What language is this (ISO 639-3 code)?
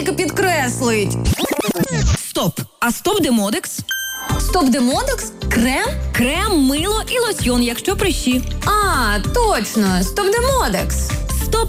ukr